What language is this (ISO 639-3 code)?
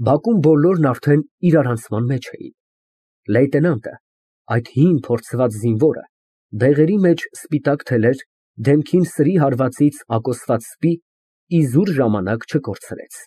hye